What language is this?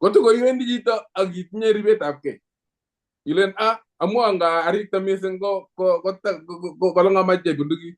Kalenjin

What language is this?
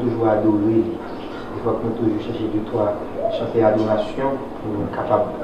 Haitian Creole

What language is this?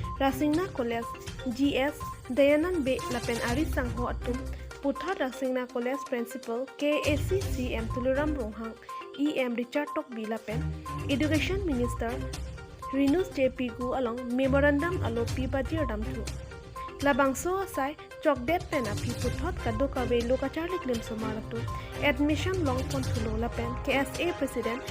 Karbi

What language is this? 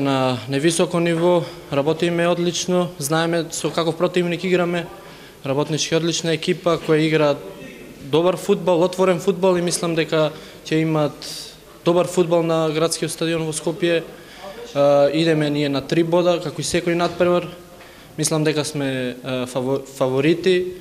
Macedonian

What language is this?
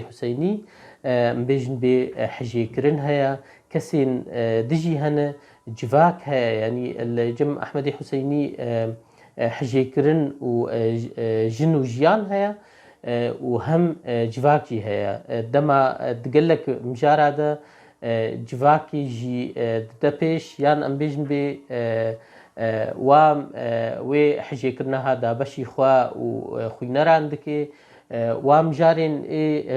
Kurdish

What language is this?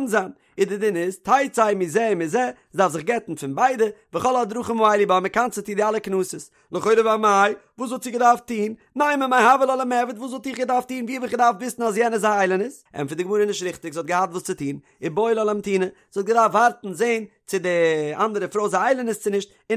Yiddish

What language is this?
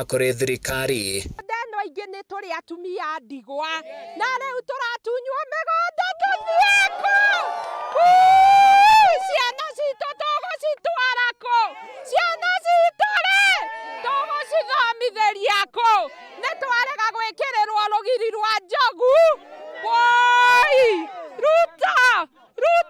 Kikuyu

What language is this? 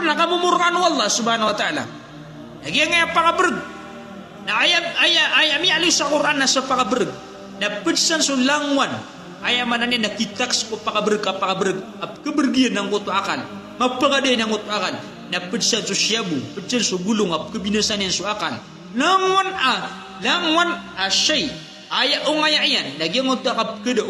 Maranao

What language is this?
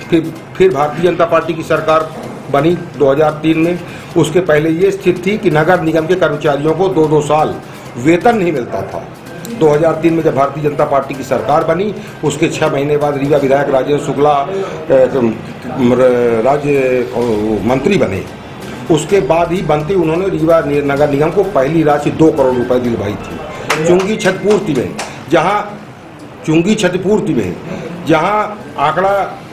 Hindi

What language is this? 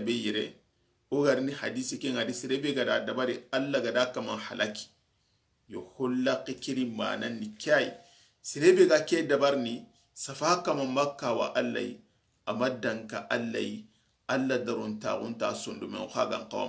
Soninke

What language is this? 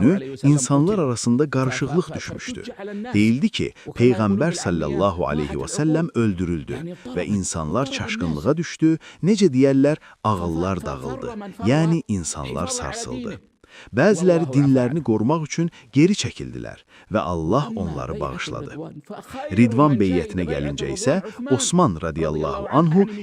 Azerbaijani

